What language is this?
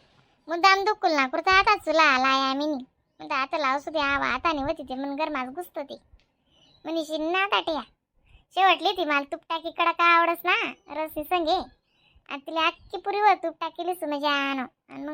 Khandesi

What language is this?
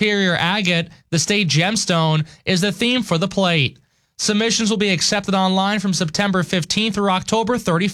English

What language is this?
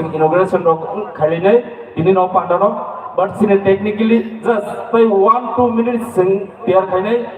Kok Borok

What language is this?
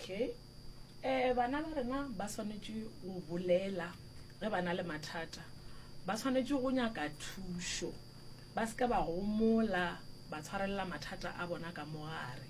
Northern Sotho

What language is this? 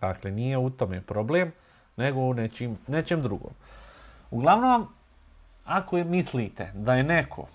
Bosnian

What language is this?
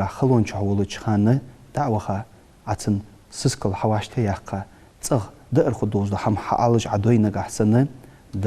Ingush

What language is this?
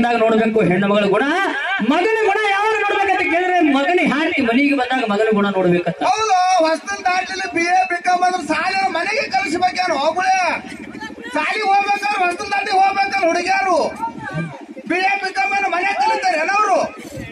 Kannada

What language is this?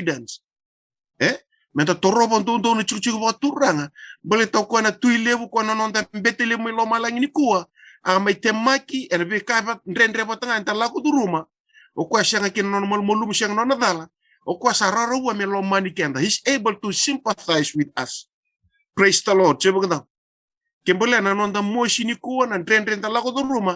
Fijian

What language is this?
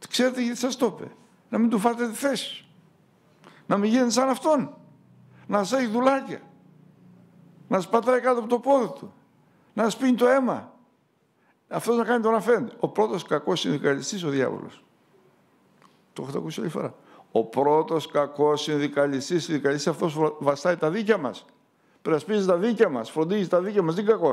Greek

